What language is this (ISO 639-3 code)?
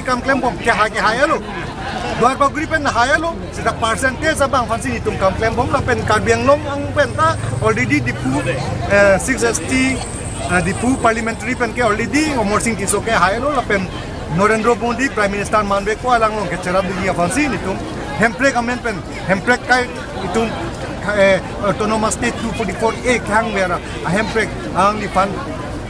mjw